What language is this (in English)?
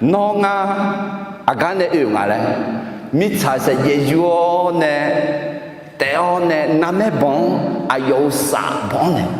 Akha